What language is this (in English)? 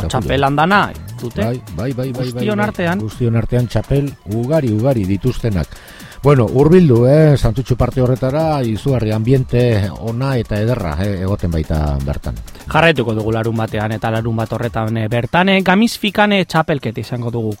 Basque